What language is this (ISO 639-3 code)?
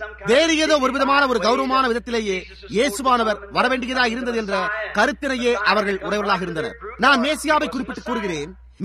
tam